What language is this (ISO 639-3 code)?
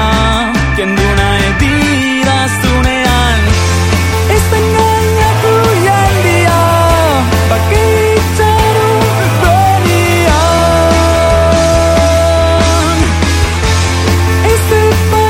eus